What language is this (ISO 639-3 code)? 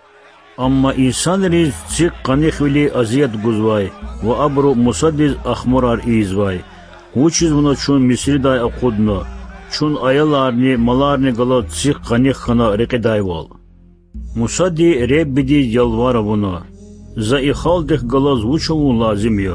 lez